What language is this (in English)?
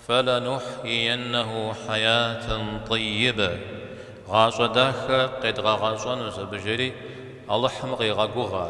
Kabardian